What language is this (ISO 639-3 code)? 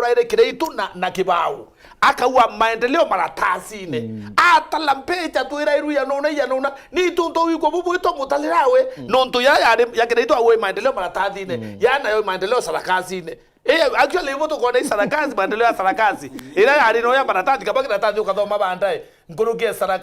mer